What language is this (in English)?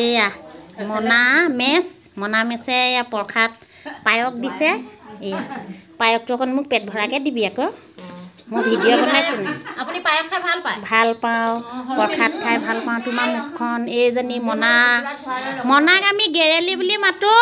Assamese